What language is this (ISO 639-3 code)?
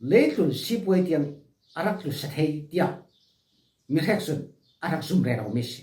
cfm